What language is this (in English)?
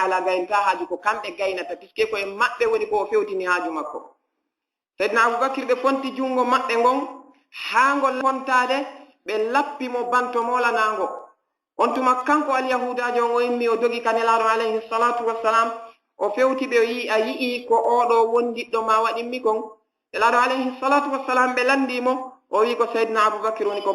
Fula